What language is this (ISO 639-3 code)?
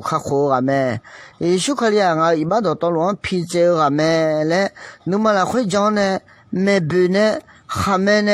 ahk